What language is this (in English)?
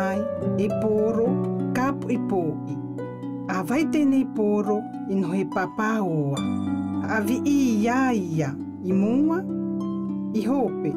South Marquesan